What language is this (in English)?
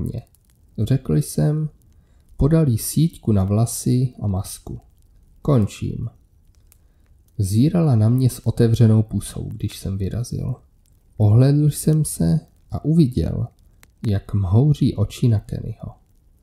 Czech